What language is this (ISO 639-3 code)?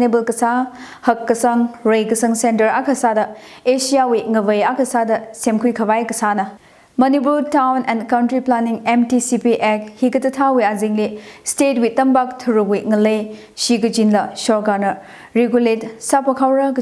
nmf